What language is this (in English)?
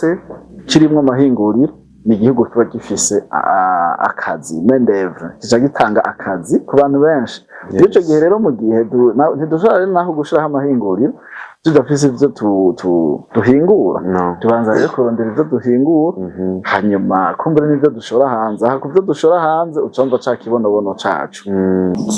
Rundi